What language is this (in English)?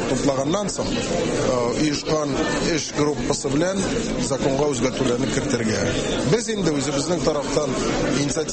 Tatar